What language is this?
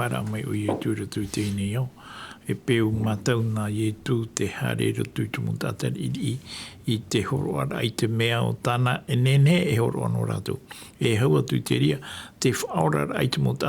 Tahitian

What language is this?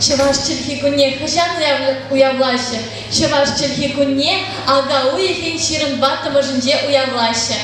Chuvash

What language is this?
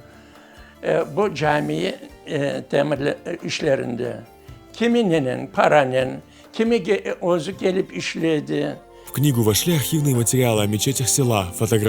Crimean Tatar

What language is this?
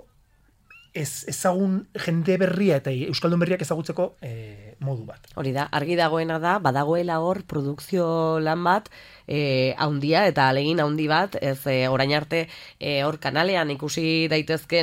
Basque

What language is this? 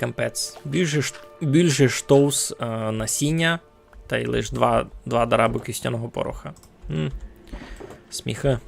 Rusyn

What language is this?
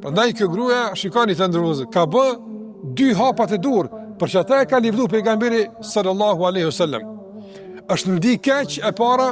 Albanian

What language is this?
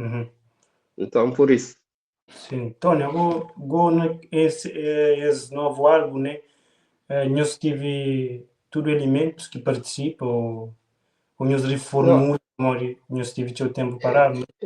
Kabuverdianu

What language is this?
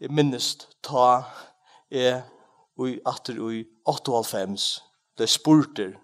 Faroese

